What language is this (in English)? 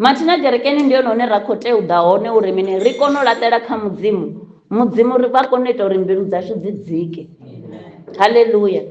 Venda